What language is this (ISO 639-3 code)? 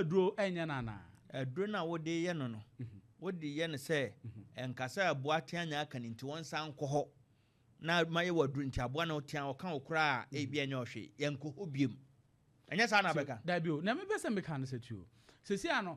aka